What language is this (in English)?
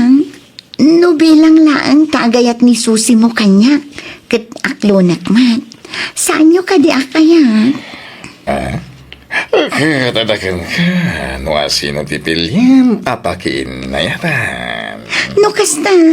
Iloko